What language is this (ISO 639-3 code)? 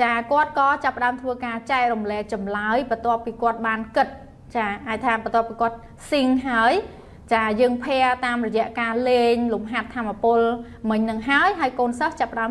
khm